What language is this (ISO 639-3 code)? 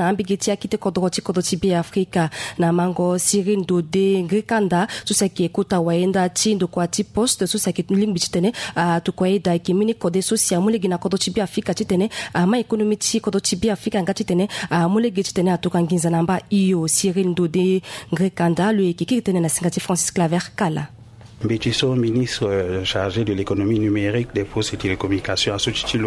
sag